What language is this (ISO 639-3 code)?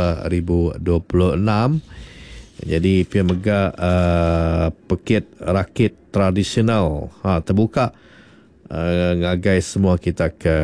iba